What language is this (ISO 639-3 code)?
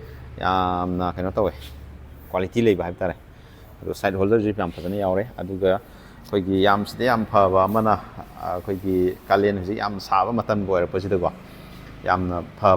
mni